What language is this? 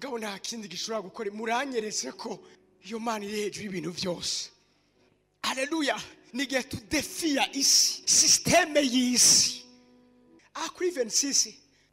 Rundi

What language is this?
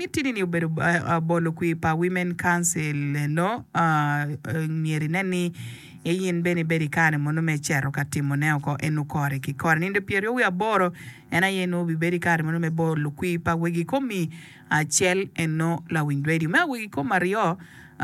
Acoli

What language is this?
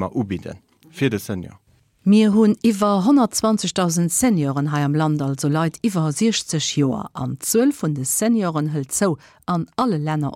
Luxembourgish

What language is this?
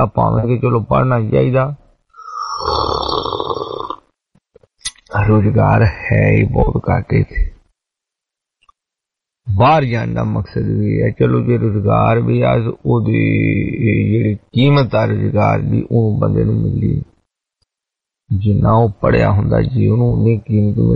Punjabi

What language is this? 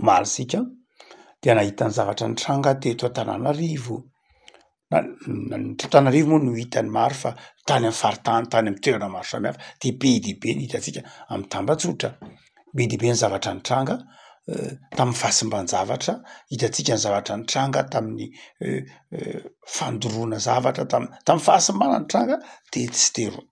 Malagasy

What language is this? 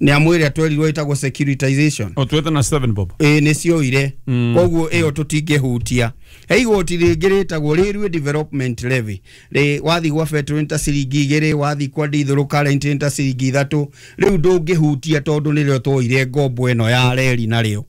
Kikuyu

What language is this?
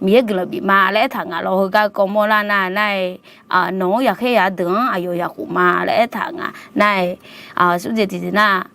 Akha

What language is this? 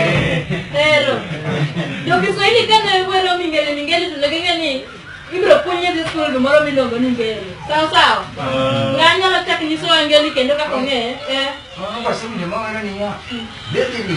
Luo (Kenya and Tanzania)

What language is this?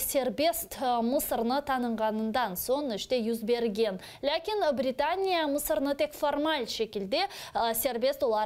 Crimean Tatar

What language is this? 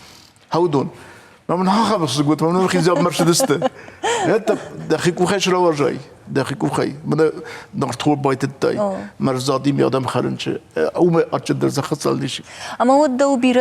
Ossetic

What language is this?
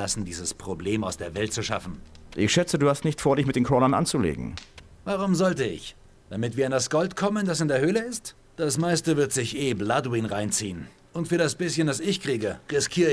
Bavarian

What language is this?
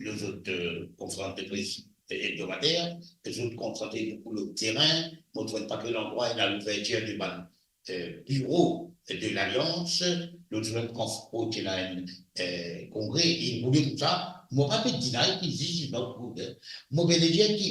Morisyen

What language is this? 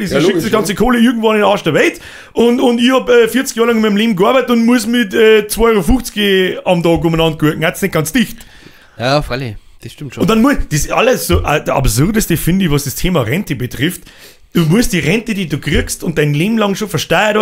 Bavarian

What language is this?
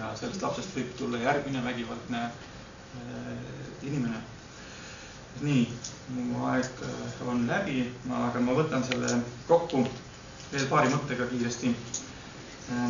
Estonian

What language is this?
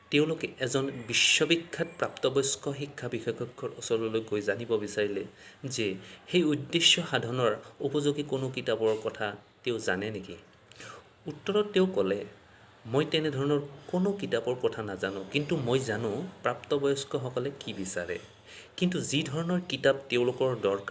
Assamese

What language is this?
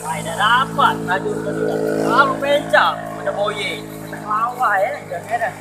Musi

